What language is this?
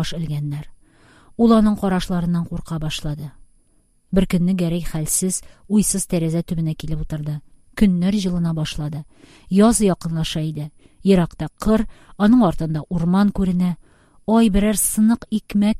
Tatar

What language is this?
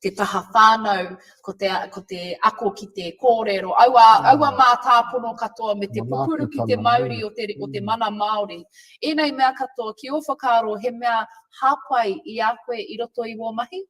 Māori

